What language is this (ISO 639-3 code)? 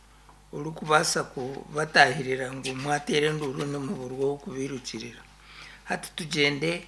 nyn